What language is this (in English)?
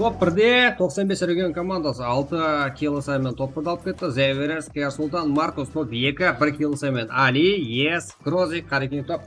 Kara-Kalpak